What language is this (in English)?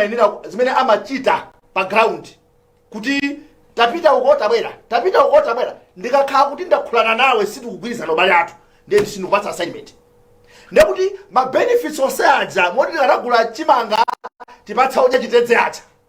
Nyanja